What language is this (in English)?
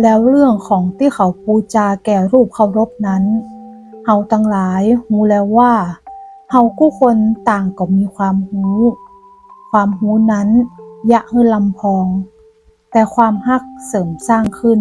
Northern Thai